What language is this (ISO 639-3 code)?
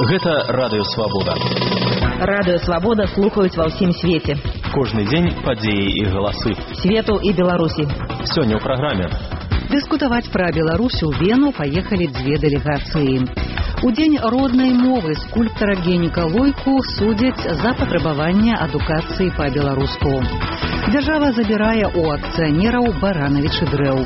bel